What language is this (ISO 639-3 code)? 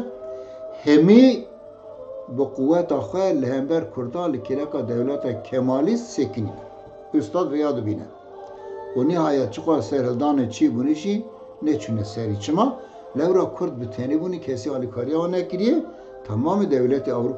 kur